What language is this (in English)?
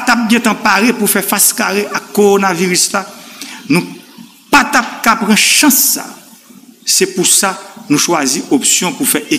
Haitian Creole